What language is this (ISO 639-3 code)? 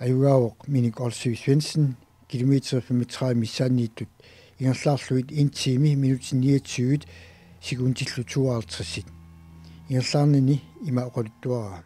kal